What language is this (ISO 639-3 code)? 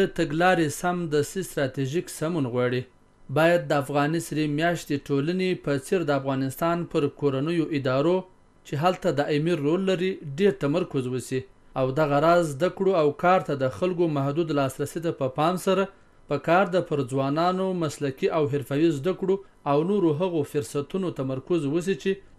pus